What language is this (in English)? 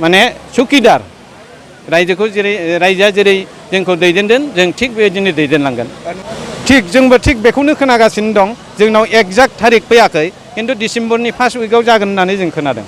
Bodo